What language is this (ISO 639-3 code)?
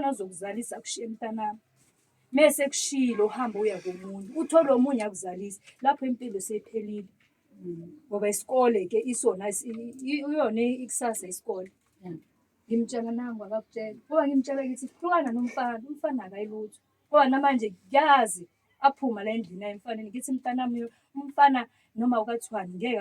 zul